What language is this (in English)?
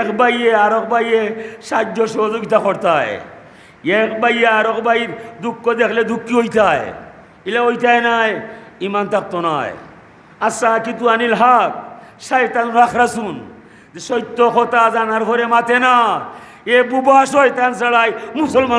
Sylheti